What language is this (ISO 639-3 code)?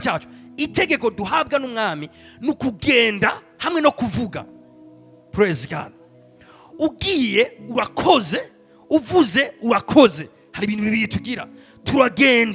run